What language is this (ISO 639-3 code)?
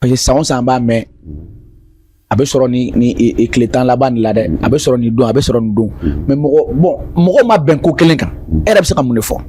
bam